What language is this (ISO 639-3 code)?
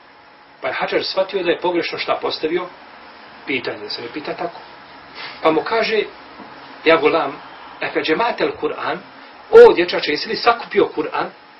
bos